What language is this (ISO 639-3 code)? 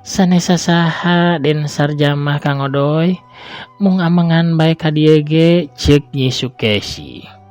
sun